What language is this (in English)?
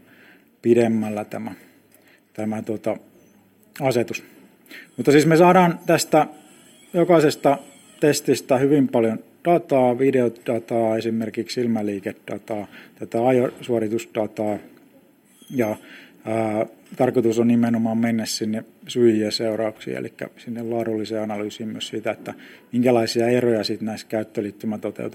Finnish